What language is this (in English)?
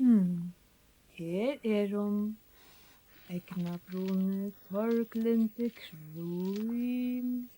Faroese